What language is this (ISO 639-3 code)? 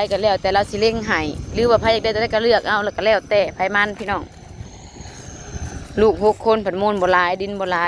lao